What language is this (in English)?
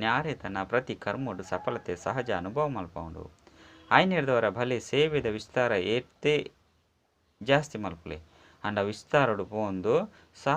Tulu